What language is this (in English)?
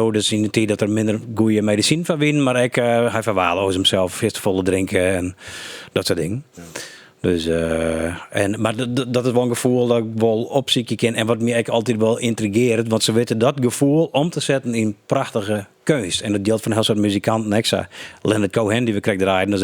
Western Frisian